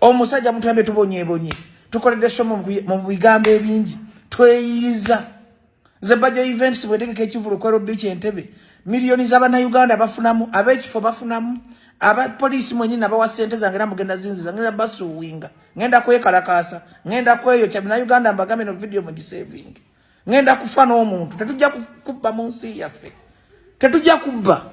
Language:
Ganda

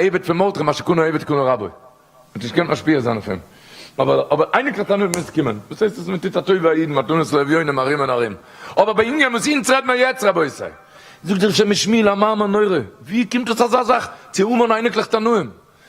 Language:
Yiddish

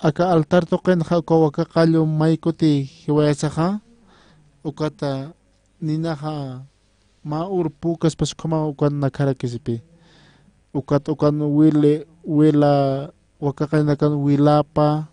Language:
Aymara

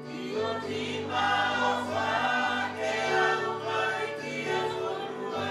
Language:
Tongan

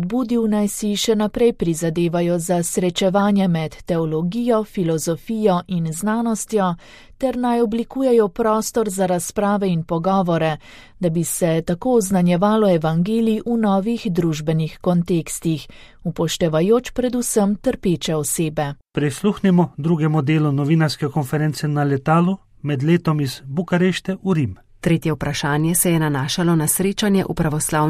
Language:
Slovenian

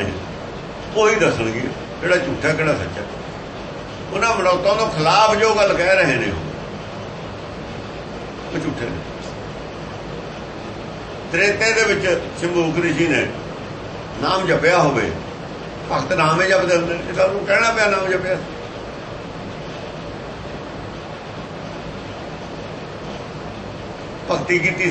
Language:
Punjabi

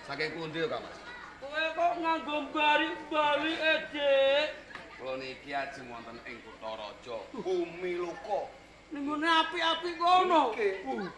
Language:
Javanese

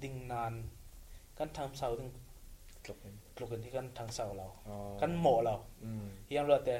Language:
Falam Chin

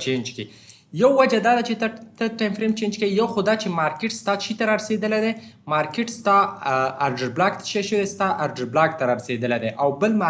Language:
Pashto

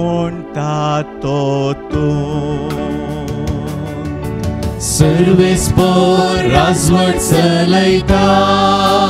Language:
Konkani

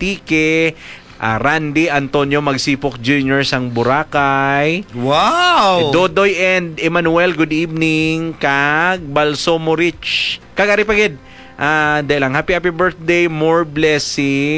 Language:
Hiligaynon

